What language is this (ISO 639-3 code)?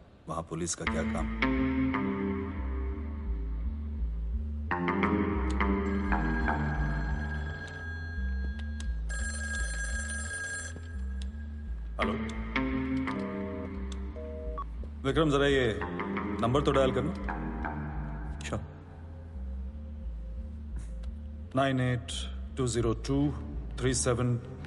hin